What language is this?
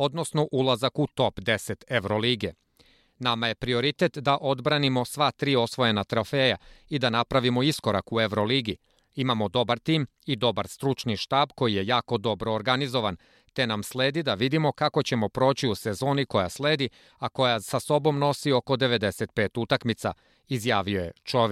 Serbian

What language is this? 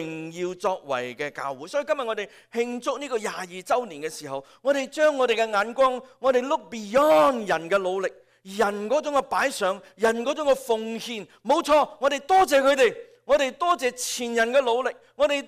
Cantonese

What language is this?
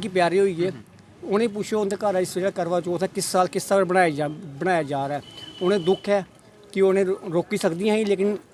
Dogri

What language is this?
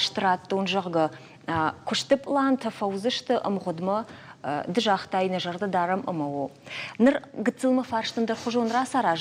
Ossetic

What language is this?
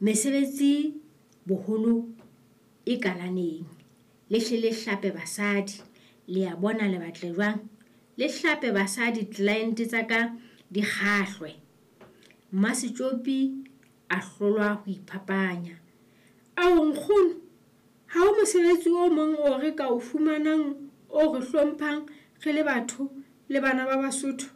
Southern Sotho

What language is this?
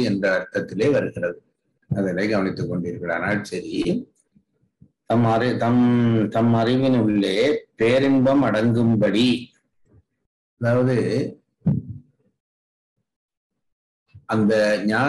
Tamil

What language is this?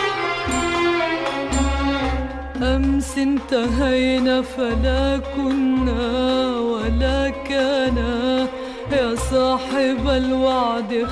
Arabic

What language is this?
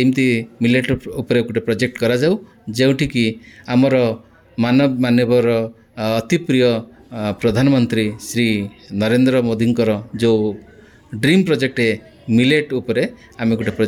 Odia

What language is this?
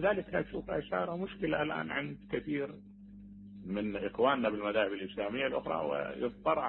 Mesopotamian Arabic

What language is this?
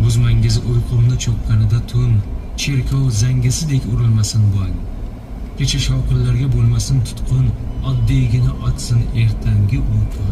Uzbek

